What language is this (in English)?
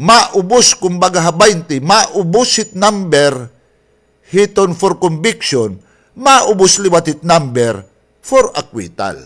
Waray